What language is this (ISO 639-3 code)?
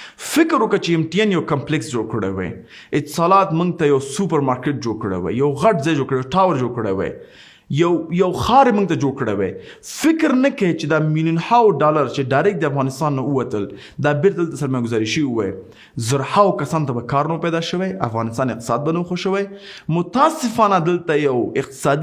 pus